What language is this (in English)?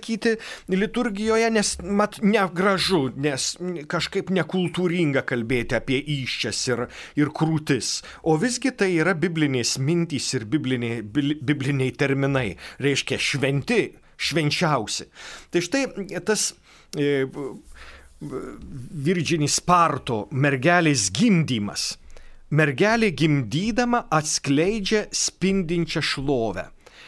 Lithuanian